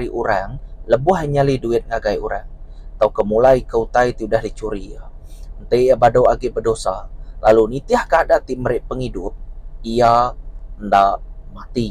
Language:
Iban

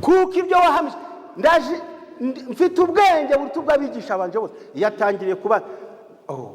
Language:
Kinyarwanda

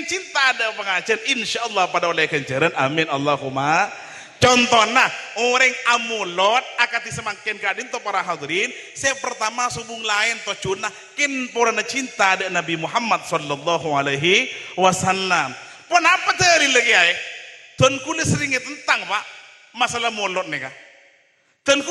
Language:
Madurese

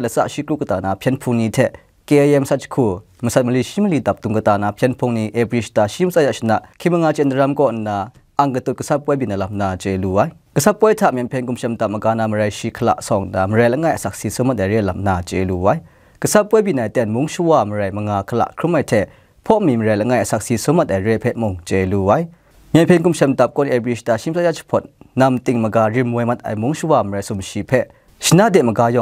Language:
Kachin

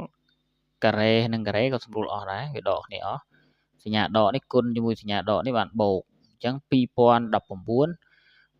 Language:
Khmer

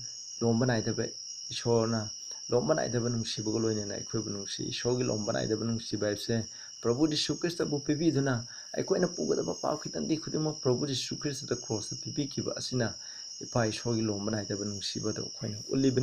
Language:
Manipuri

